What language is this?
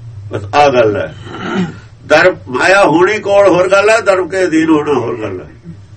Punjabi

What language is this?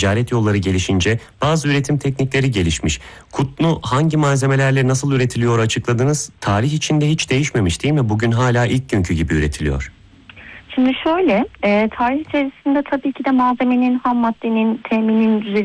Turkish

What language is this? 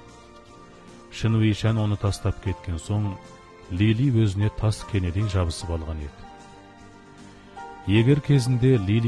Kazakh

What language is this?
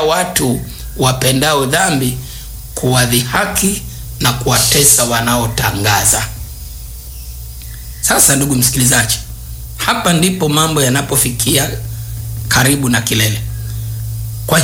Swahili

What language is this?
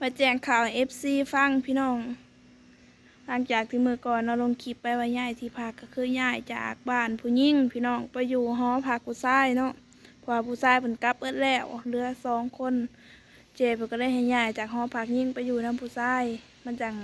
Lao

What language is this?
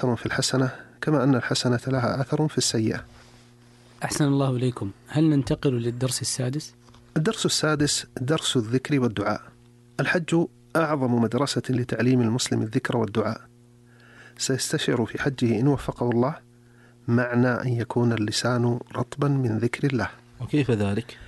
Arabic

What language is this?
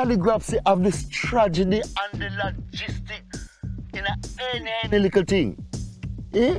Jamaican Creole English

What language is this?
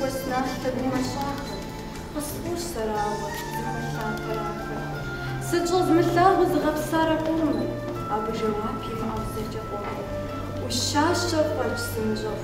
Kabardian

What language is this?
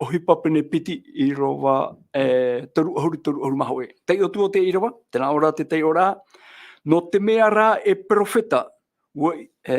Tahitian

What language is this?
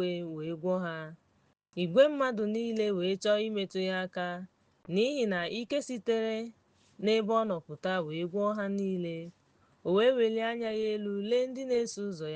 Igbo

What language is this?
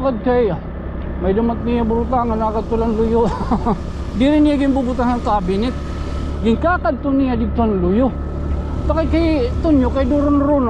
Waray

